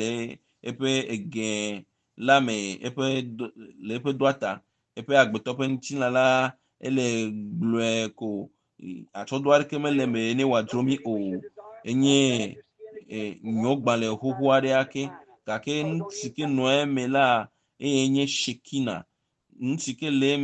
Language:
Ewe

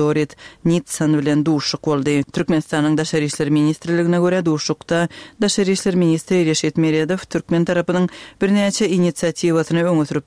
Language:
Turkmen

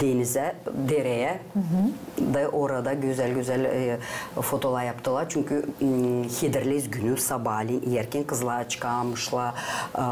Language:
Gagauz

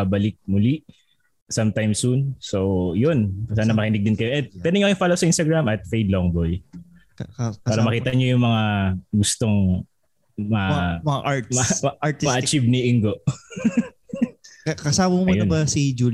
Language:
Filipino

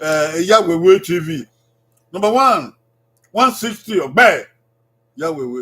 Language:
Bini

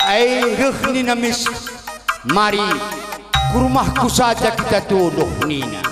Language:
Batak Karo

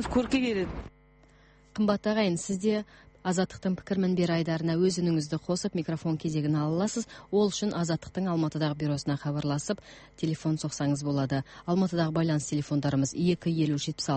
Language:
Kazakh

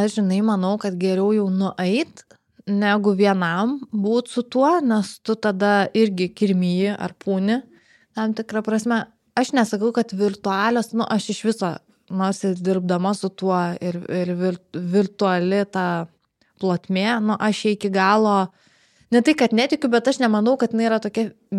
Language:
Lithuanian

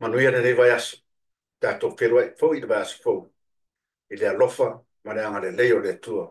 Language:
Samoan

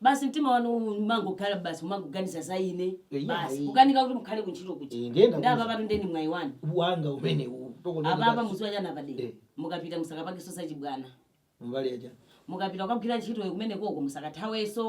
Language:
Nyanja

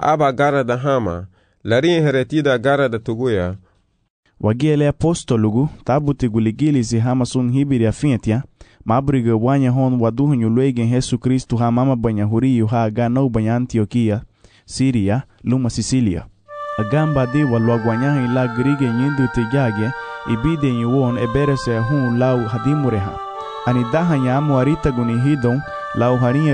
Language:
Garifuna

